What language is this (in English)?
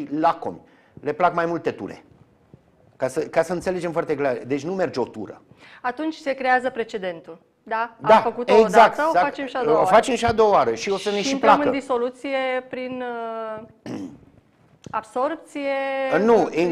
Romanian